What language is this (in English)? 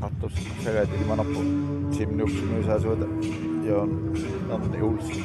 Kalaallisut